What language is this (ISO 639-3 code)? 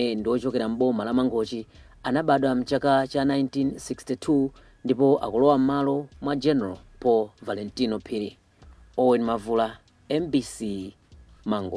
nya